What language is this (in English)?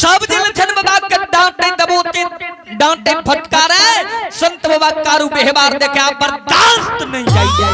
Maithili